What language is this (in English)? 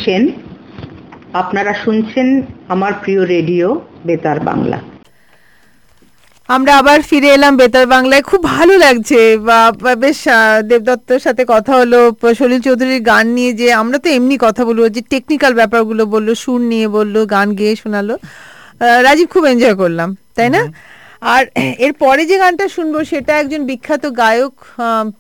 Bangla